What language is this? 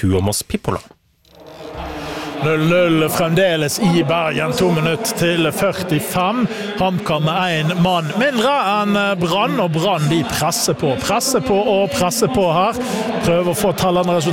Norwegian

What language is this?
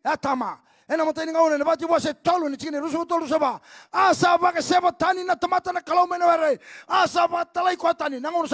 Fijian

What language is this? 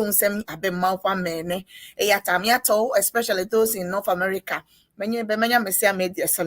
Ewe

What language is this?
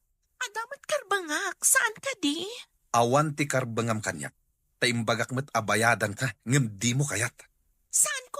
Iloko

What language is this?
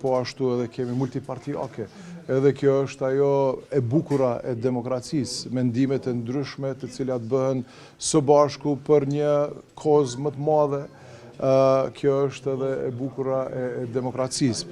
Albanian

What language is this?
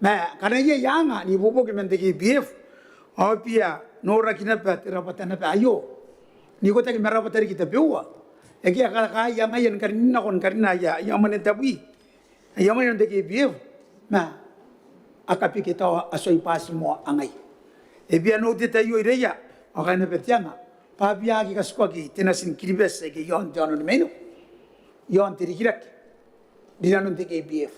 Gilbertese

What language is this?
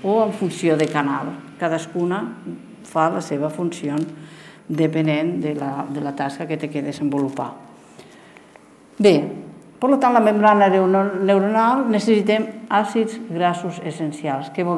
Catalan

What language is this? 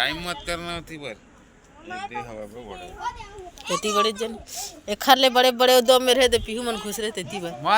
Chhattisgarhi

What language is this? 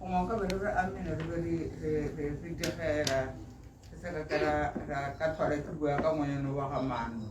Tswana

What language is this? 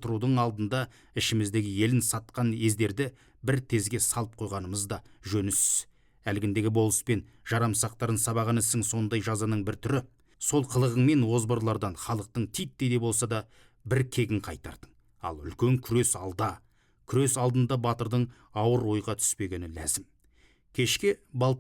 Kazakh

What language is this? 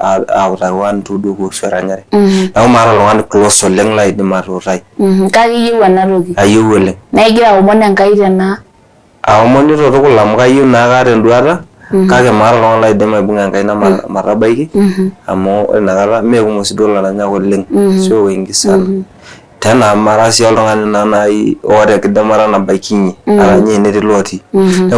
Masai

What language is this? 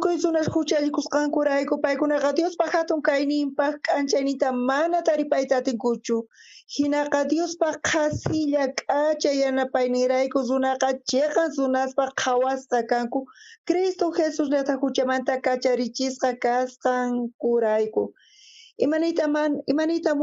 South Bolivian Quechua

